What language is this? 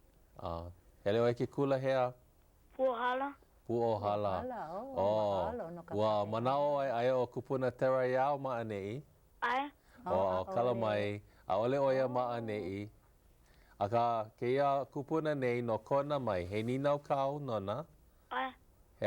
Hawaiian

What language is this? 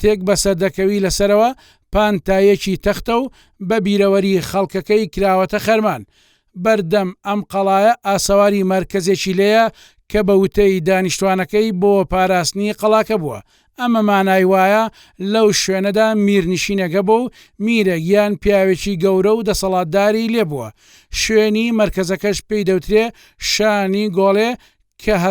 Central Kurdish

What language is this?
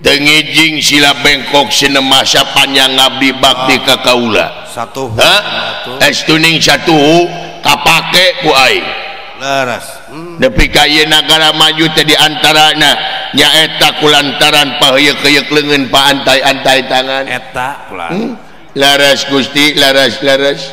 Sundanese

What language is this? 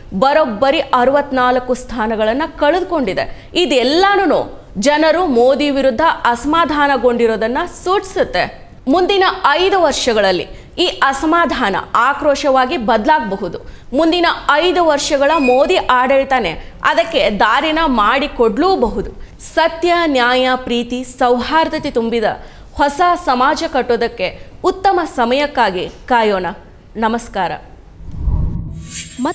Kannada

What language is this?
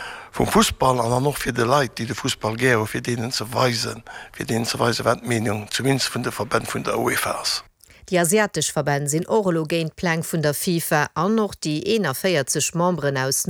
Luxembourgish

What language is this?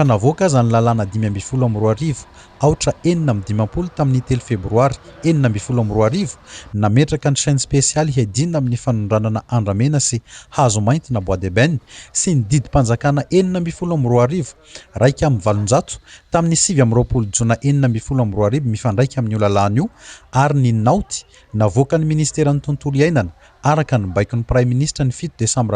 Malagasy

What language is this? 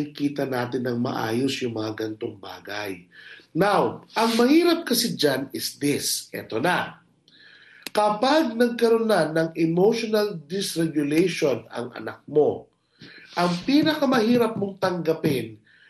Filipino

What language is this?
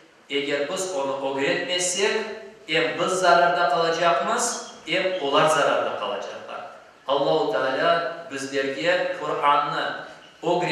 Crimean Tatar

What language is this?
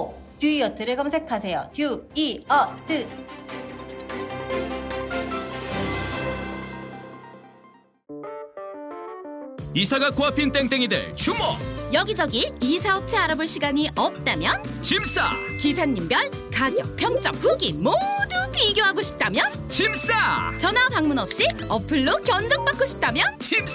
Korean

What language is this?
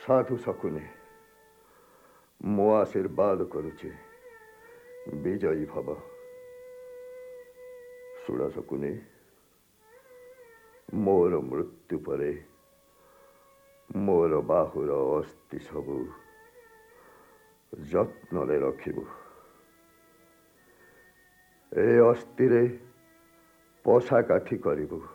Odia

